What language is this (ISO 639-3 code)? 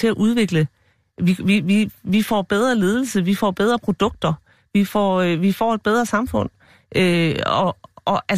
dan